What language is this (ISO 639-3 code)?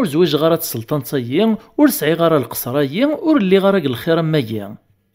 kab